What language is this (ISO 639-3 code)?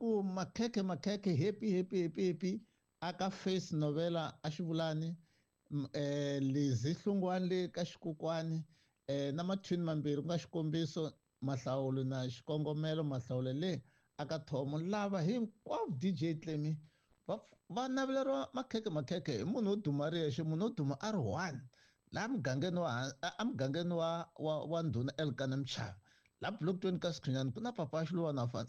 tso